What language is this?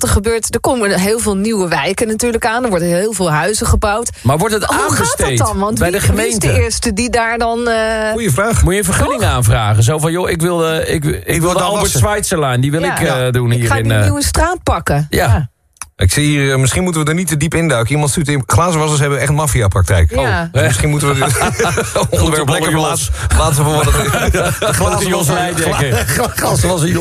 Dutch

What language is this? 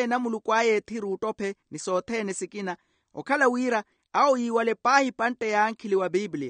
Makhuwa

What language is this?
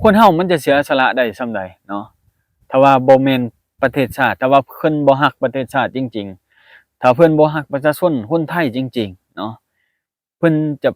Lao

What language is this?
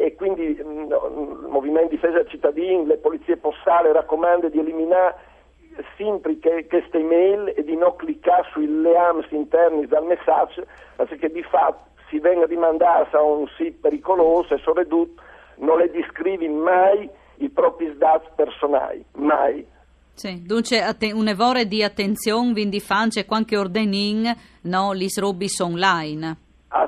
Friulian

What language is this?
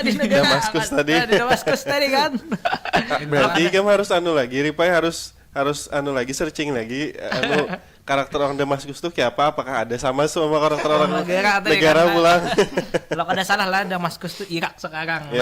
Banjar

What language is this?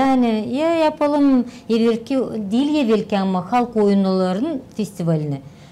Gagauz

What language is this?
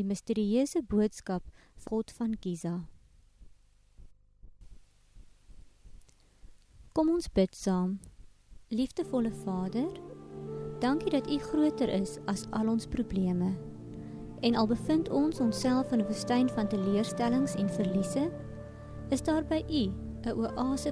Afrikaans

